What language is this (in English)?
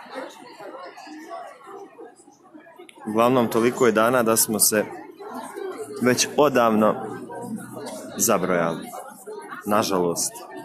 Croatian